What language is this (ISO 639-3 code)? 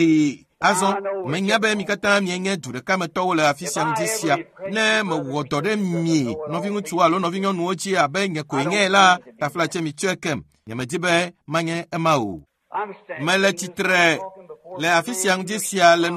ewe